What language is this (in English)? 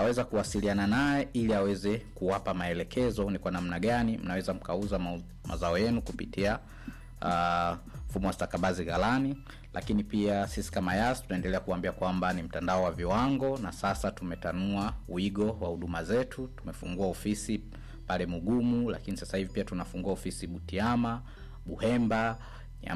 Swahili